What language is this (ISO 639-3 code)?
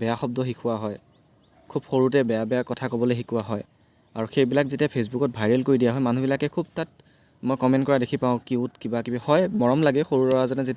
asm